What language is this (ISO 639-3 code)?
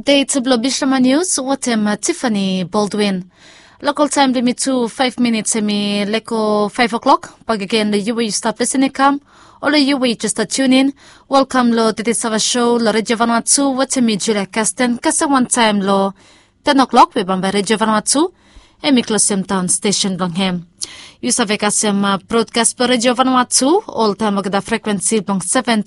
bis